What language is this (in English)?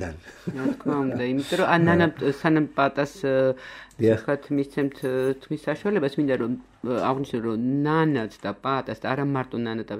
Georgian